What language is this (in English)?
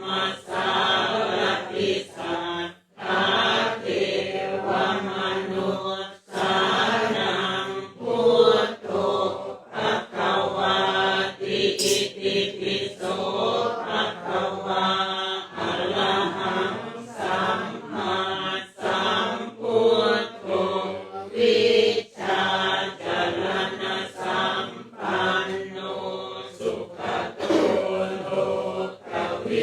Pali